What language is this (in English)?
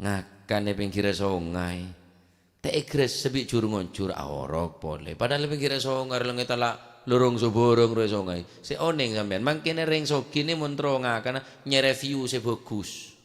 Madurese